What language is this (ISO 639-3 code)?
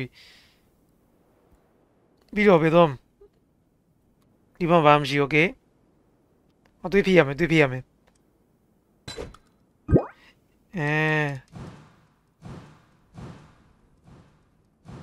mya